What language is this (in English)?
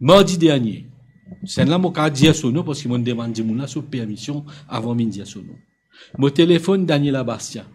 Morisyen